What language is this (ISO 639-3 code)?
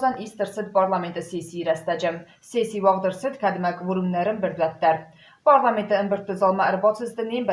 oss